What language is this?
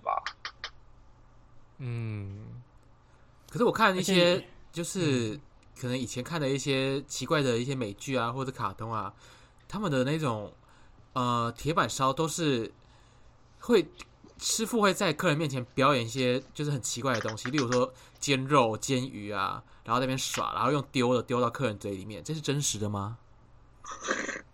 Chinese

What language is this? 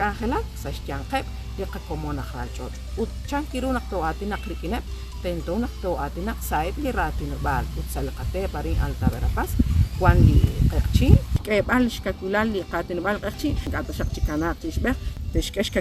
Kekchí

